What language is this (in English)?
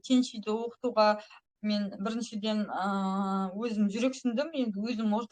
Kazakh